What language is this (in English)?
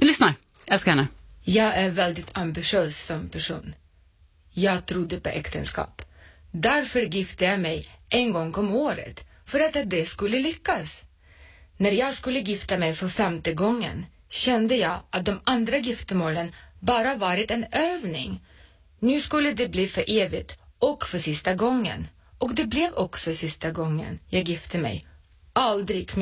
Swedish